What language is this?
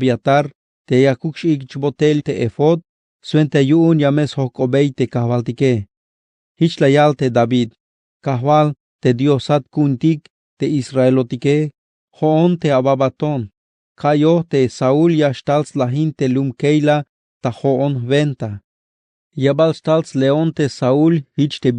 Tzeltal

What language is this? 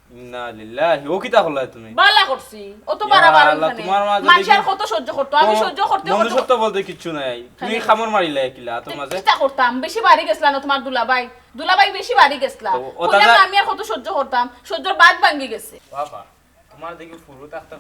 Sylheti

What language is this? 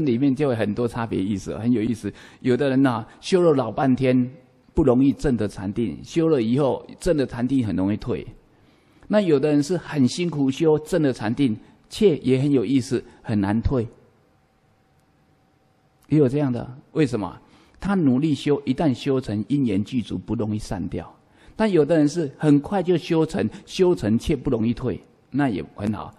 Chinese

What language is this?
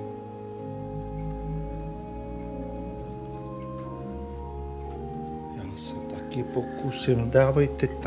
Czech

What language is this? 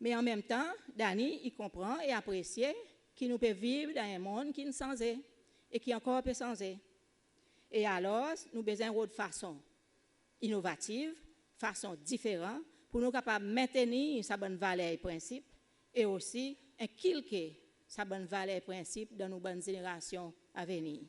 Seselwa Creole French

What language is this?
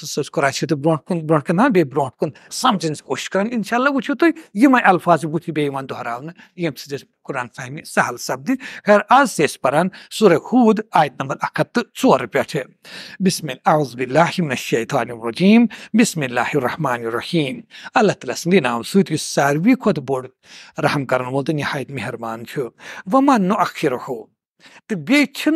Kashmiri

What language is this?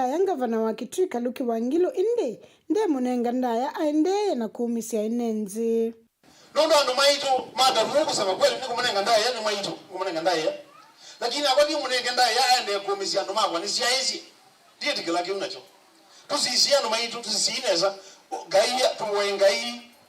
Kamba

